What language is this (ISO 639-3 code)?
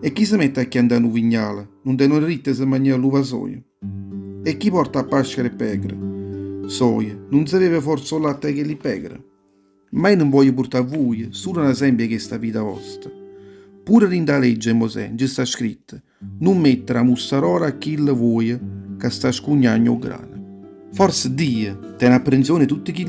nap